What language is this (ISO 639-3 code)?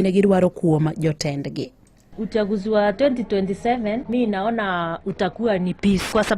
luo